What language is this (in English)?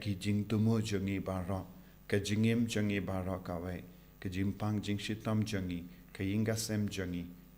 Khasi